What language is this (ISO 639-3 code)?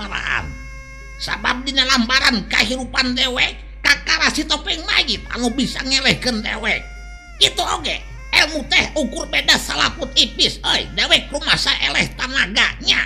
sun